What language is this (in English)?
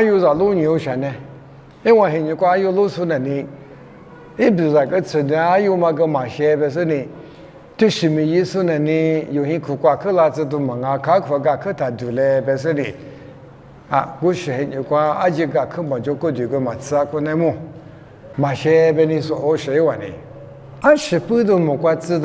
Lisu